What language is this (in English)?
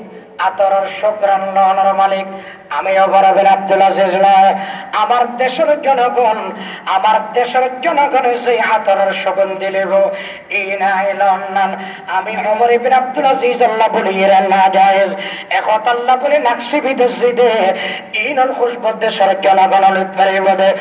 Bangla